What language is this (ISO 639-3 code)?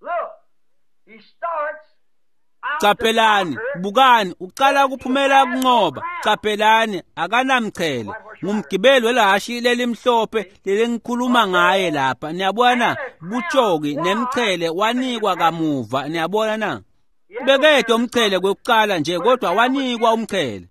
ssw